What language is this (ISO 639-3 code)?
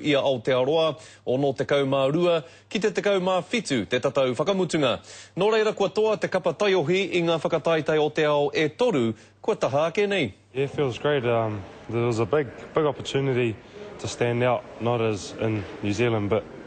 mri